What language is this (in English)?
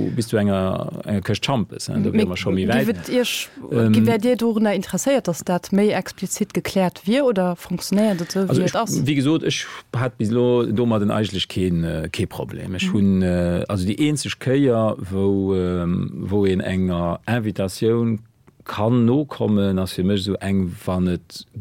Luxembourgish